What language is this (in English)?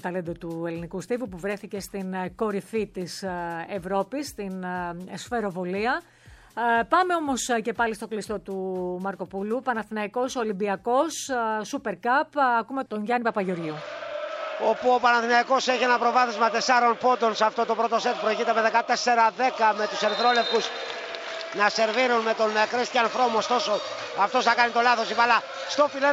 Greek